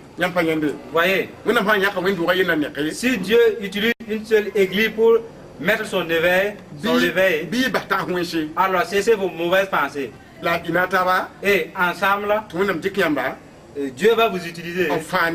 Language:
Mossi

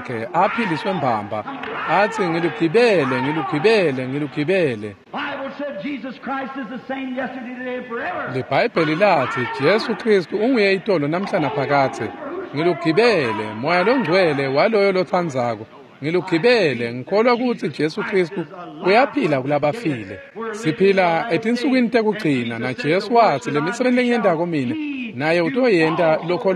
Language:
Swati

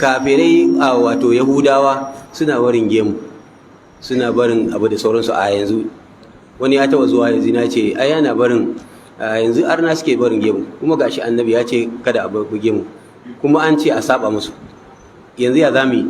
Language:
Hausa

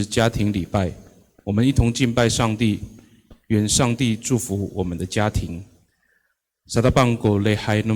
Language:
Amis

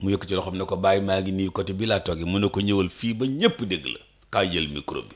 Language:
Wolof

